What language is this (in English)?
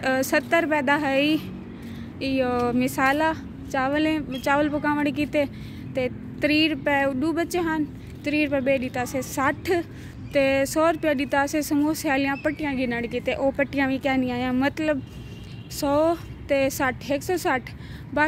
Saraiki